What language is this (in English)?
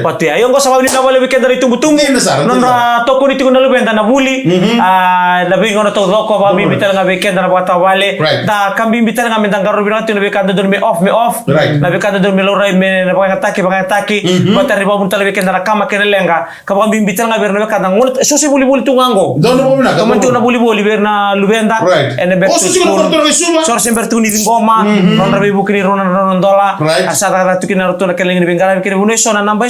Fijian